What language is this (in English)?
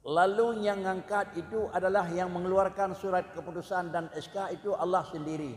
Achinese